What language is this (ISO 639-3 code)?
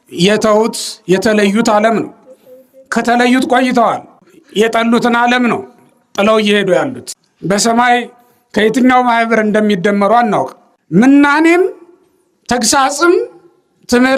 amh